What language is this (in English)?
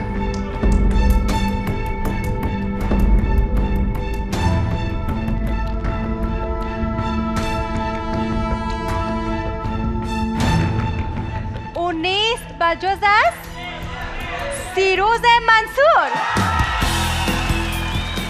Persian